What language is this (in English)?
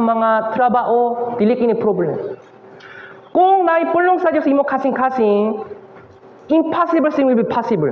Cebuano